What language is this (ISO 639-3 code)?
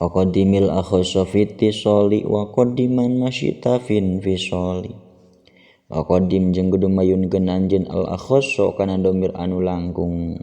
sun